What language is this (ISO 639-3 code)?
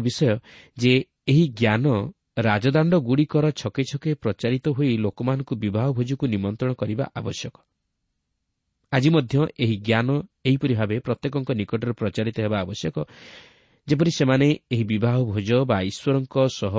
ori